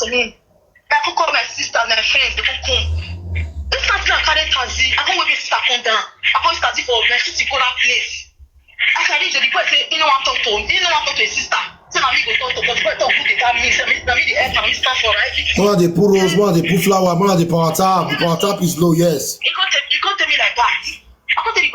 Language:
Nigerian Pidgin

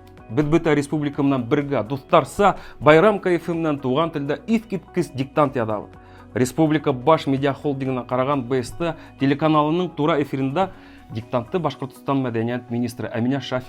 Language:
Bashkir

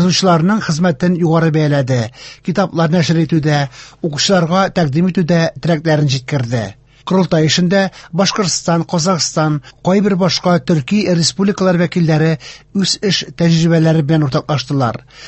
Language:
Tatar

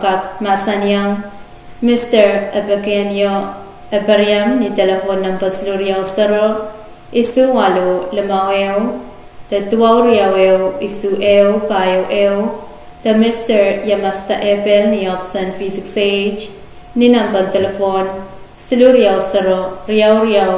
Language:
Pohnpeian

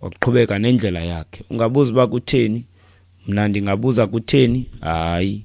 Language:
Xhosa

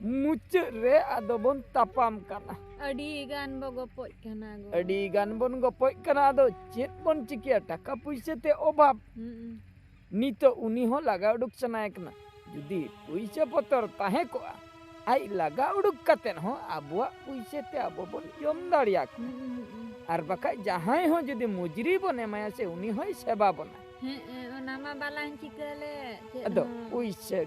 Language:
Santali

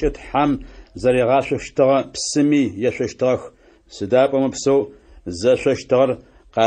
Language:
Adyghe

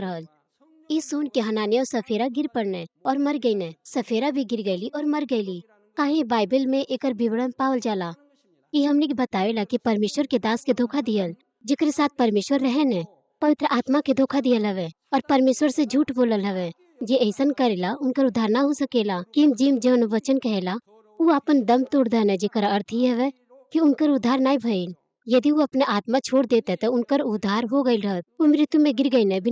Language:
Bhojpuri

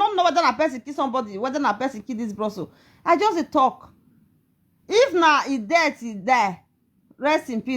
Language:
Nigerian Pidgin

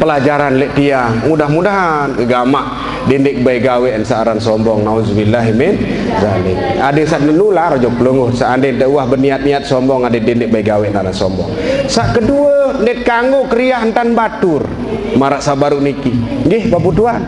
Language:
Sasak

